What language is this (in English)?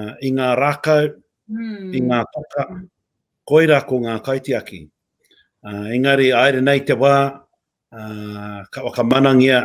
Māori